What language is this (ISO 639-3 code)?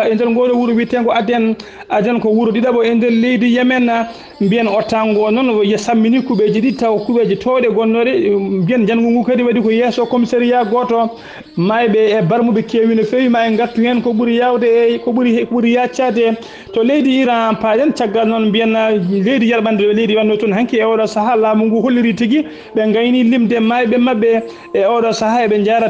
ful